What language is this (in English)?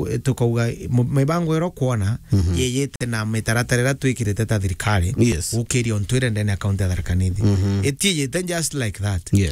Meru